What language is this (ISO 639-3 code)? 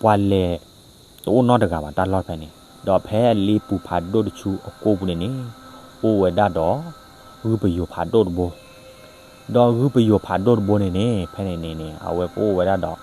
ksw